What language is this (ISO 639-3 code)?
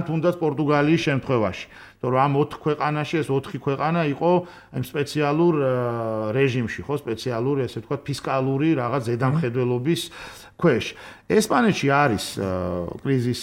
kat